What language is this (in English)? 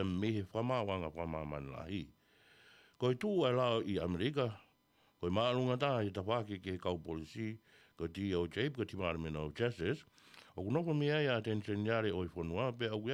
Tongan